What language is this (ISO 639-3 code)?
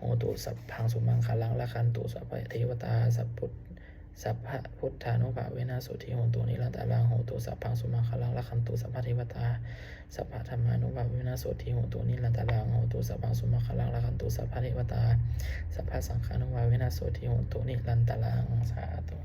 pli